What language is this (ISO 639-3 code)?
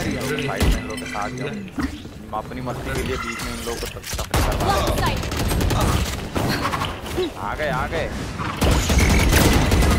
hin